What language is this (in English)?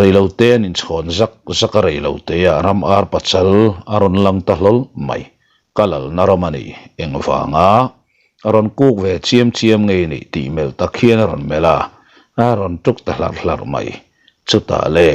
Mizo